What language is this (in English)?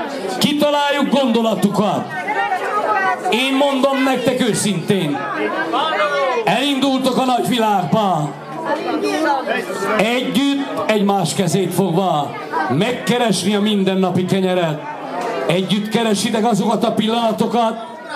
Hungarian